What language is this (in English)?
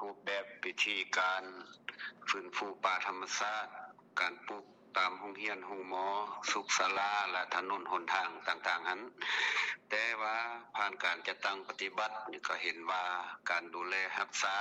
Lao